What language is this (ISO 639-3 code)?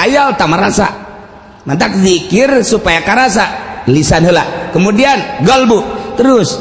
sun